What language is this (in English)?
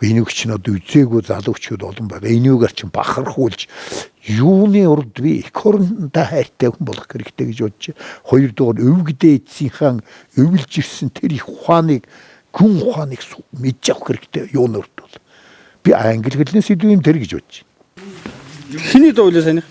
Mongolian